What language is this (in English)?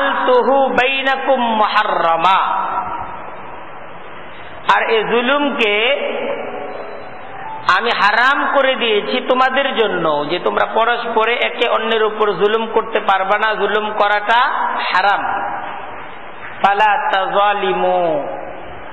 Bangla